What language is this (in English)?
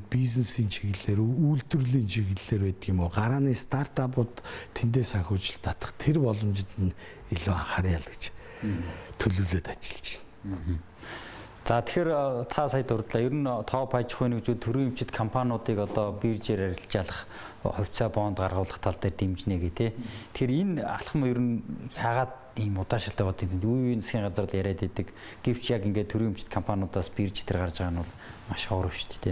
Mongolian